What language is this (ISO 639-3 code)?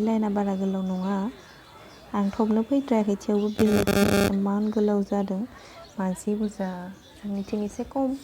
brx